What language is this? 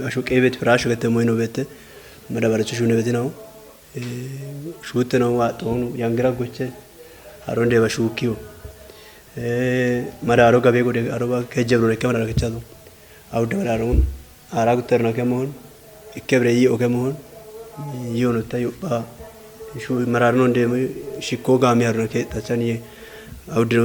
Kafa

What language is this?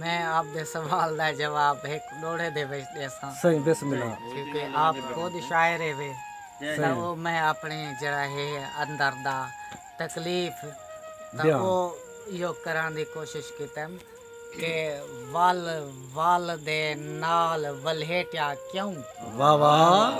Saraiki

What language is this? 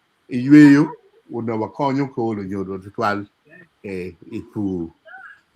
Acoli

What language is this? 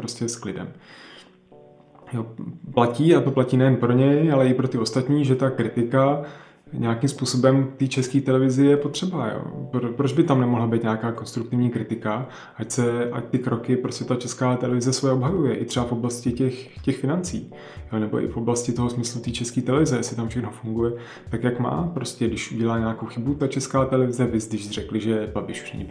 Czech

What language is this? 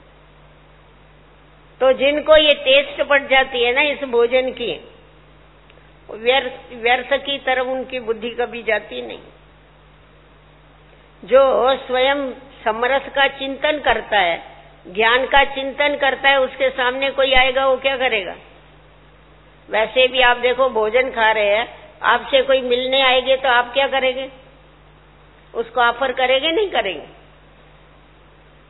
Hindi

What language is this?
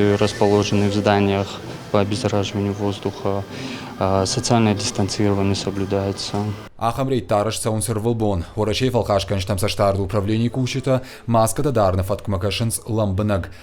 Ossetic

